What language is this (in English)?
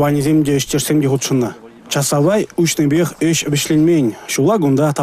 Chuvash